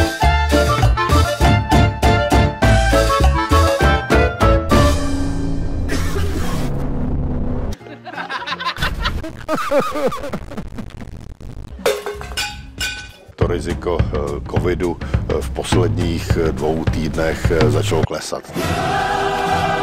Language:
Czech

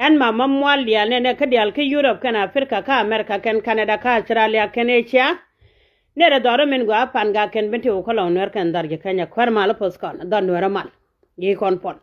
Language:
Nuer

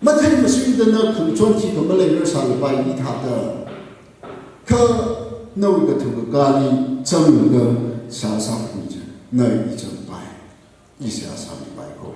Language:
Tangkhul Naga (India)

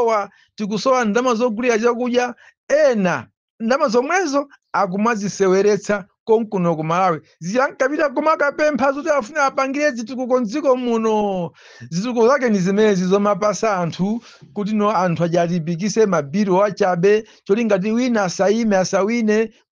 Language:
Nyanja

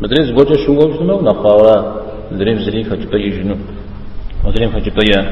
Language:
Kabardian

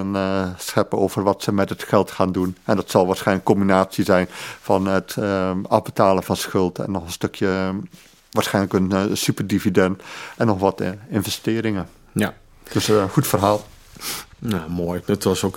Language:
Dutch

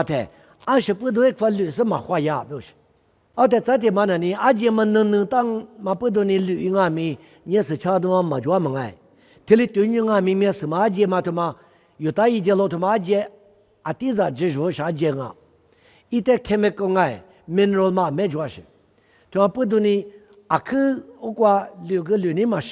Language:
Lisu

